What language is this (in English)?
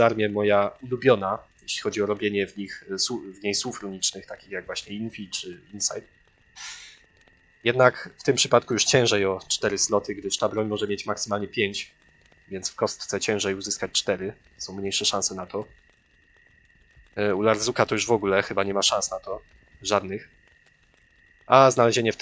Polish